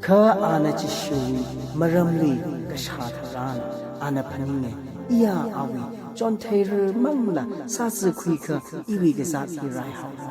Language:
Tangkhul Naga (India)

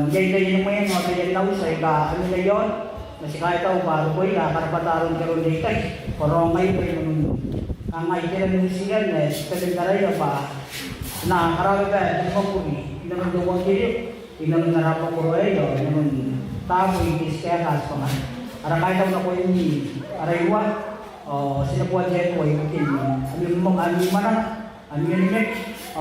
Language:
Gilbertese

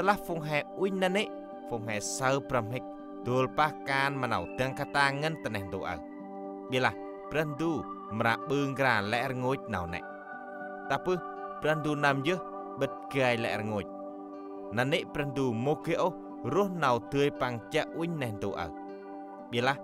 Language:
Central Mnong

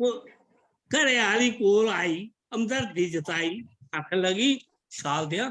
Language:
Dogri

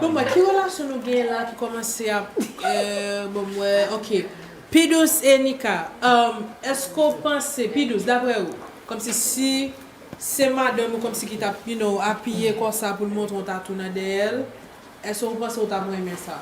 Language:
Haitian Creole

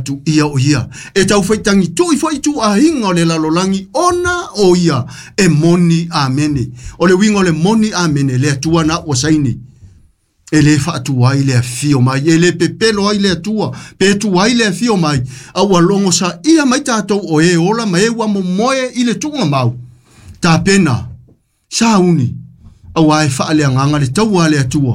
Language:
Samoan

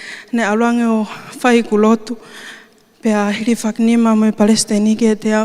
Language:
Tongan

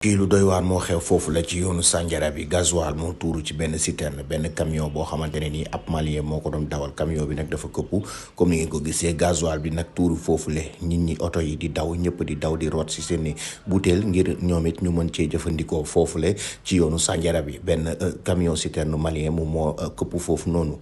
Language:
Wolof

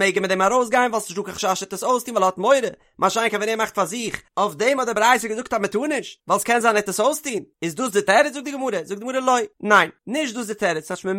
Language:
Yiddish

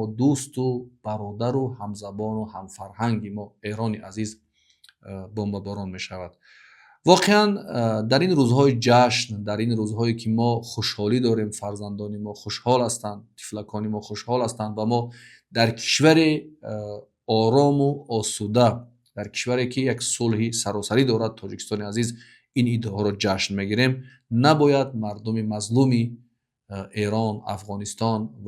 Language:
Tajik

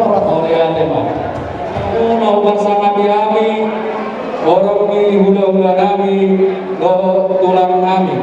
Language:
Batak Toba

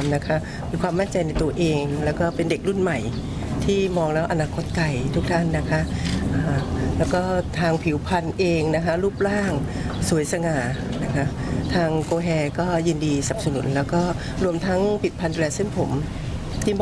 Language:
Thai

